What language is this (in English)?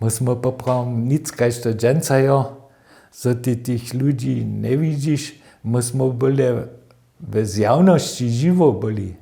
Upper Sorbian